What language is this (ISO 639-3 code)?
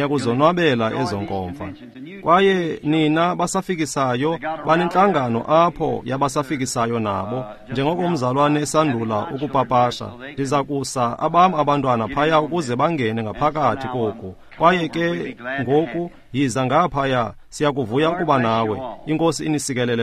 xho